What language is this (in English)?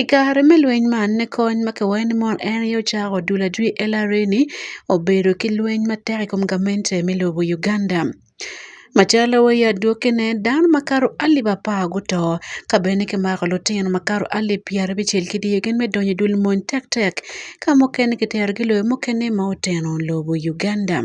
Acoli